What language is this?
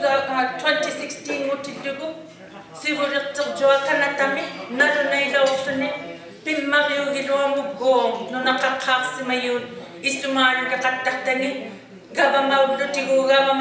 Inuktitut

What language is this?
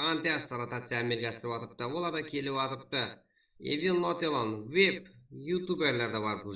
Kara-Kalpak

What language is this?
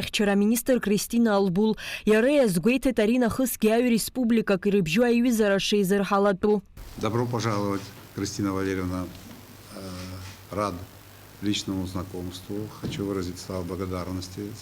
Abkhazian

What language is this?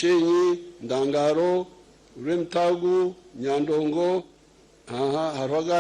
Nyankole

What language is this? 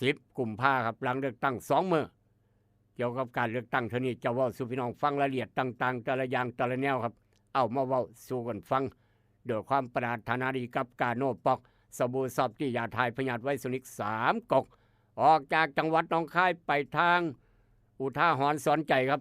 Northeastern Thai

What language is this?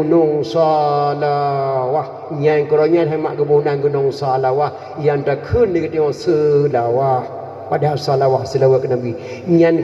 Achinese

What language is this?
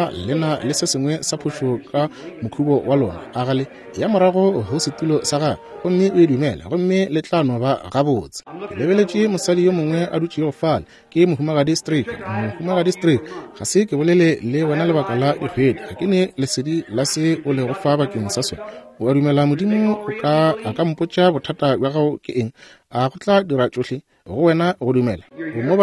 Northern Sotho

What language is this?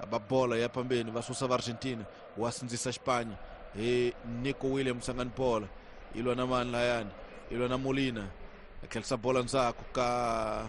Tsonga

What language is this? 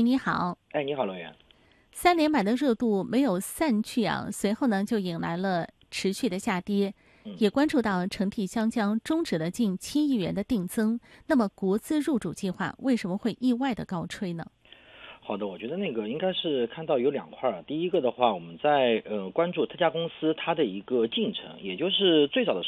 Chinese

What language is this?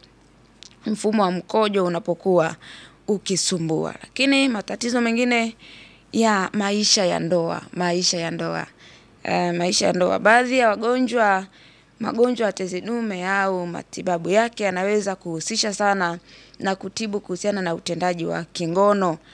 Swahili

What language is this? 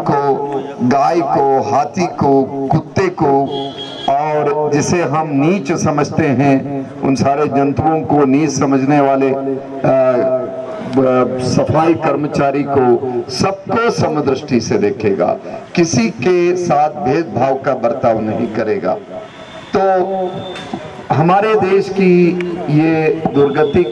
Hindi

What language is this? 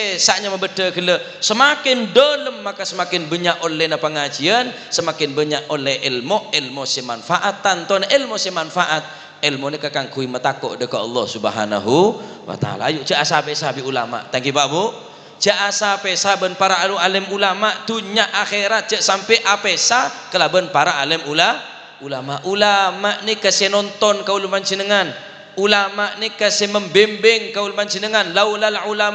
Madurese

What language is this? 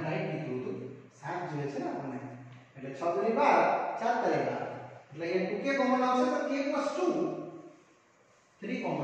Gujarati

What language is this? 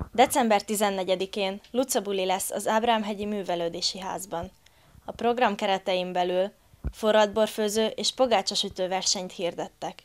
Hungarian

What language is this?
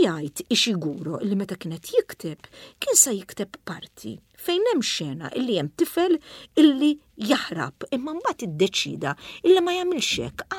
Maltese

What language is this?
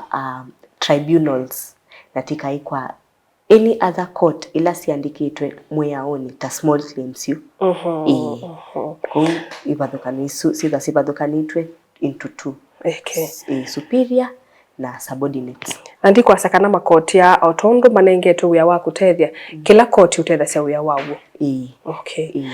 Kamba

